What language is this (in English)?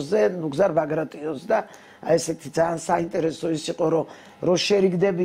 Georgian